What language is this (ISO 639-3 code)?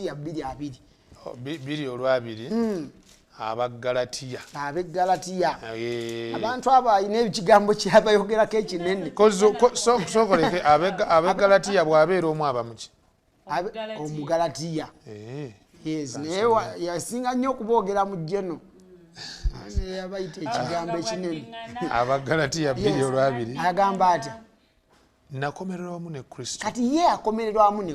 lug